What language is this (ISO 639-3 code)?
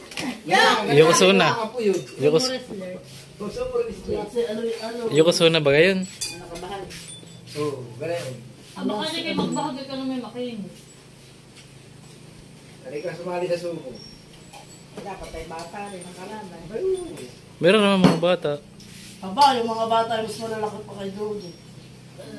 fil